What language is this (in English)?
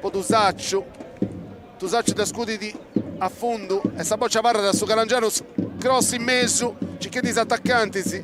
Sardinian